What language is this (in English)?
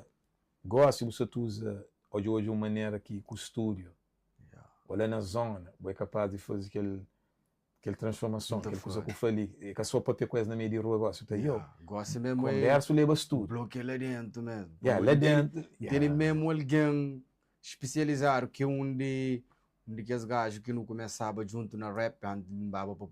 Kabuverdianu